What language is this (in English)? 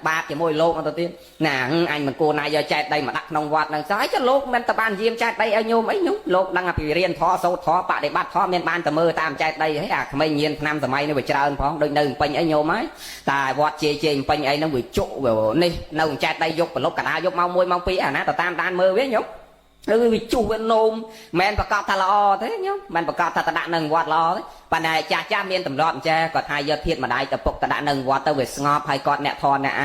Khmer